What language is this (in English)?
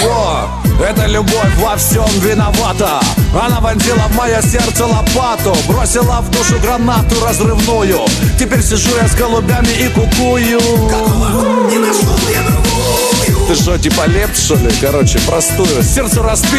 Russian